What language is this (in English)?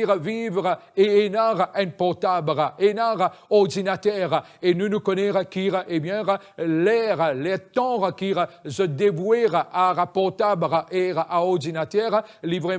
Morisyen